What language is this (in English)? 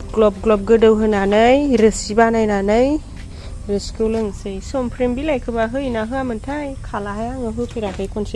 Bodo